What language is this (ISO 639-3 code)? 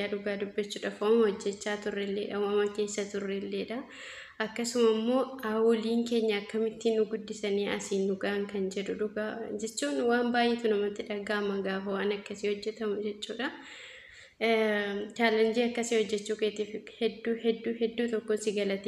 orm